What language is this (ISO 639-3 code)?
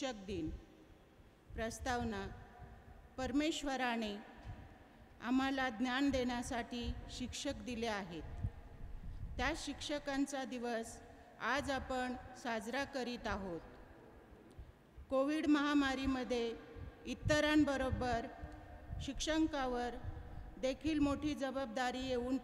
mar